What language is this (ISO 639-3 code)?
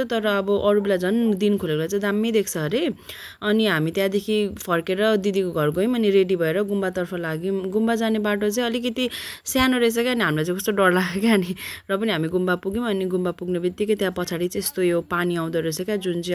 nep